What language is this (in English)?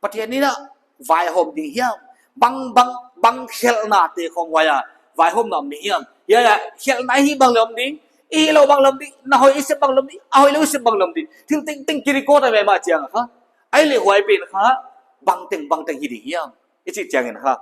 Paite Chin